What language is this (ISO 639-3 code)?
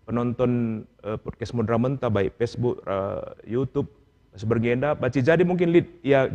btx